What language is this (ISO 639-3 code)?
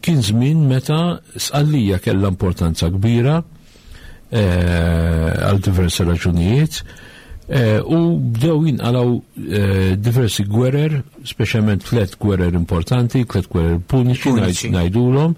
mlt